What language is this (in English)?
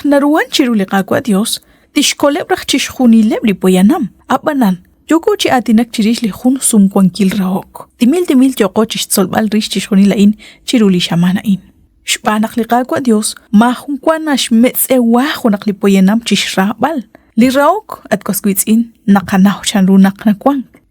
Kekchí